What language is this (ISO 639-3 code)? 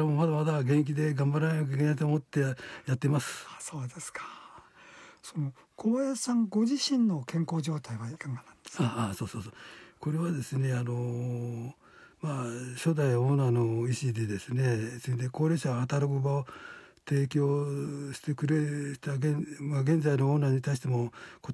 jpn